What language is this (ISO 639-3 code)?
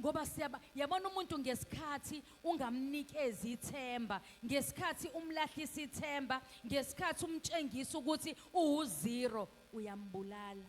zul